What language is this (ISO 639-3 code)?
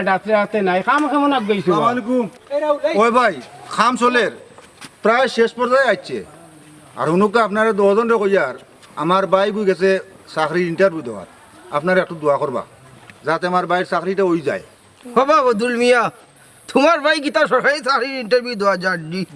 syl